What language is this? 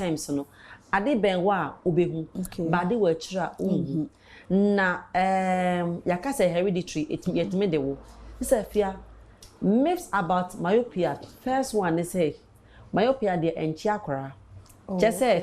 Akan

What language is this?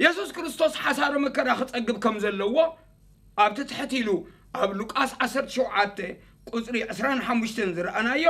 Tigrinya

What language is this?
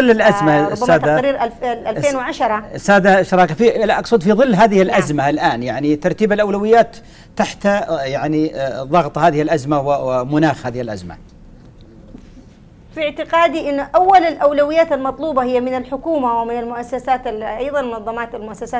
Arabic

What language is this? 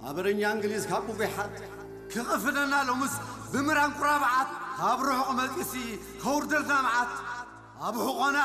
Tigrinya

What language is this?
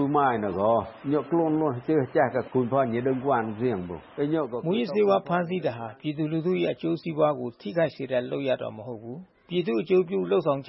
Burmese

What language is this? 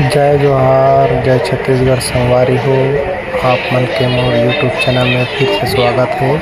Chhattisgarhi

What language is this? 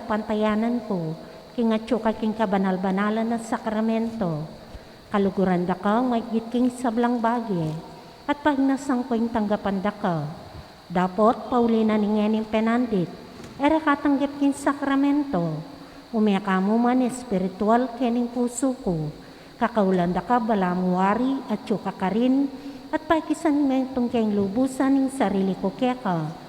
Pampanga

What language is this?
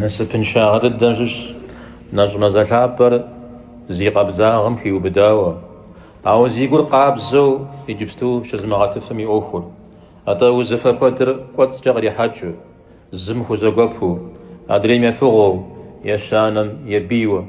Kabardian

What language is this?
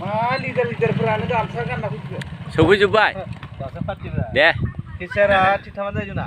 Bodo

